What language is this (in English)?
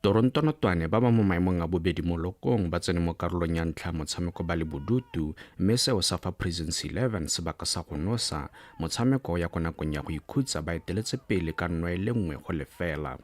Tswana